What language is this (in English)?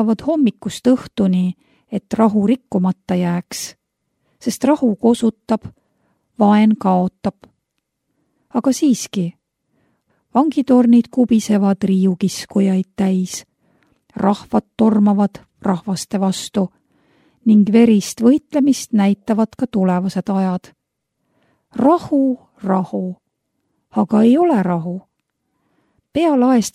Estonian